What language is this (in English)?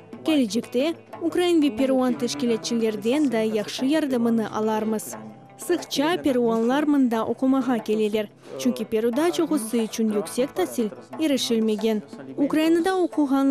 Crimean Tatar